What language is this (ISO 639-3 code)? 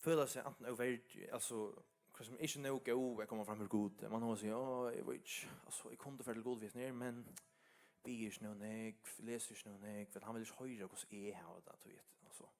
fao